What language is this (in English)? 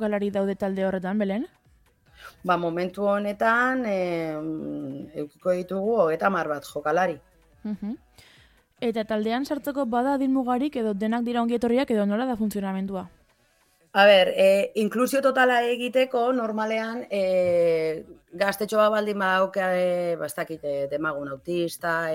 Basque